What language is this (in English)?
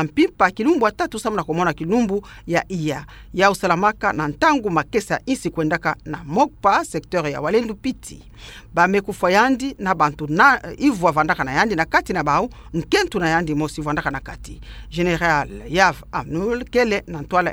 Kituba (Democratic Republic of Congo)